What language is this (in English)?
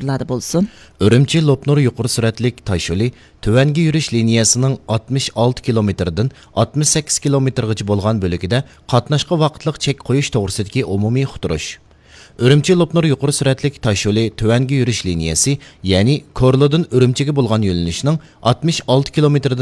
Uyghur